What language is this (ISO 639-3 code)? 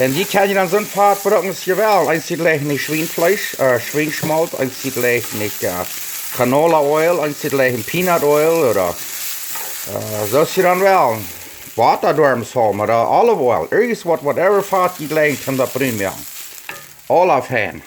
pdt